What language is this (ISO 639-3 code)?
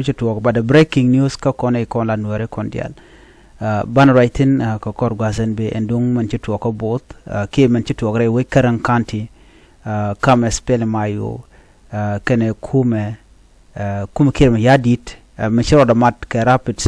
nus